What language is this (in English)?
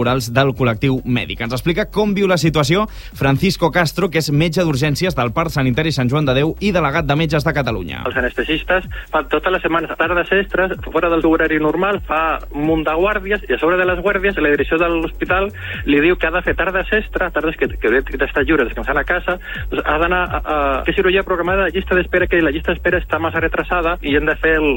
Catalan